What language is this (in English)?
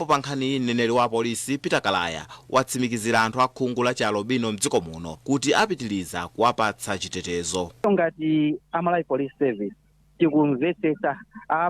Nyanja